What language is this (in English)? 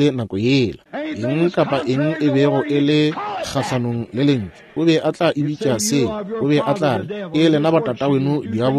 Northern Sotho